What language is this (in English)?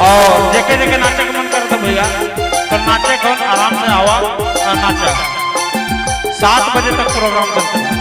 Sadri